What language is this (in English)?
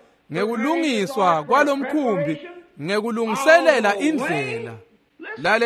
Swati